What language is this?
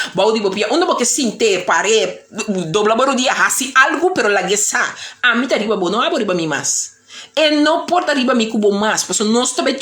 Papiamento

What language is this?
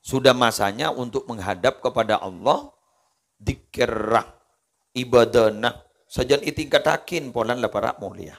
Madurese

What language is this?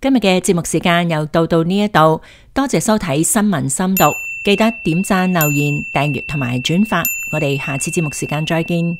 Cantonese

